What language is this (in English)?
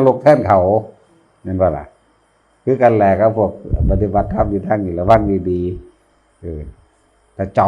Northeastern Thai